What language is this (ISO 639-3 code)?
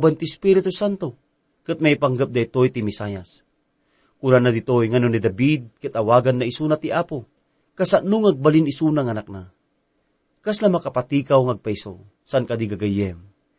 ilo